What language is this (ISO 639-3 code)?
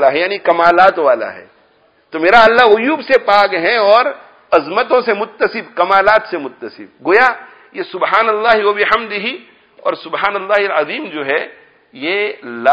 urd